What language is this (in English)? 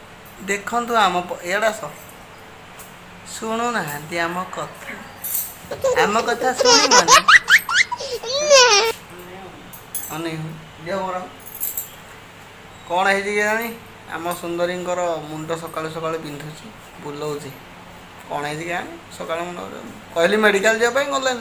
Odia